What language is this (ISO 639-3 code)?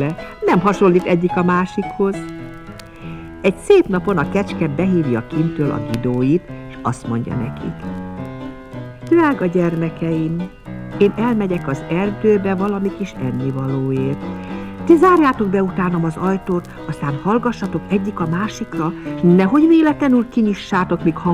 hun